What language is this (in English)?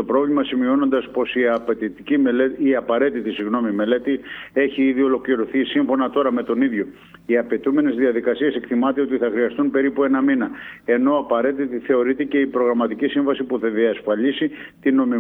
Greek